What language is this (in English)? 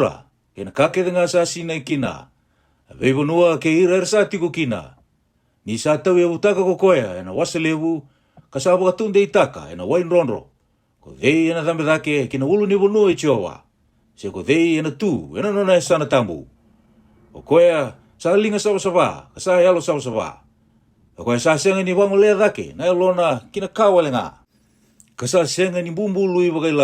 Fijian